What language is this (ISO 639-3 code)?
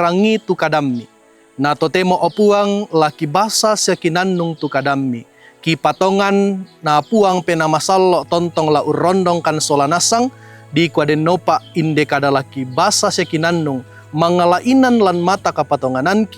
sda